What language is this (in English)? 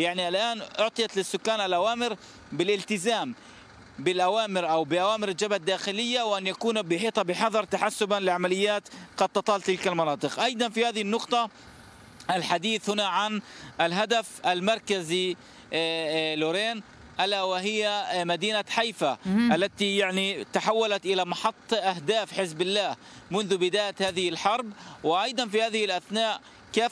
Arabic